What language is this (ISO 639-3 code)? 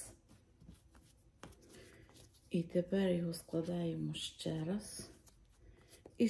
ukr